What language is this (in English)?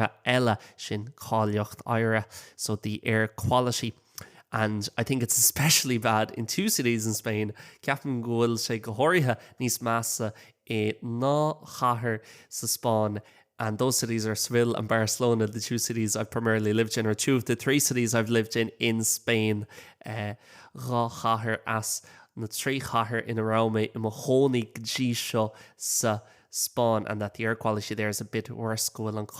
Irish